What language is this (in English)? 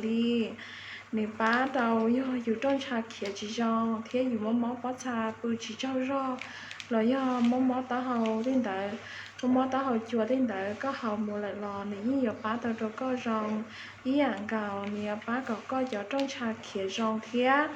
Hmong